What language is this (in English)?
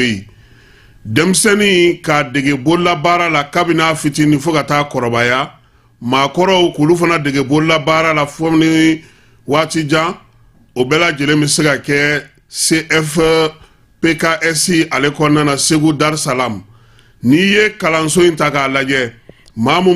Bambara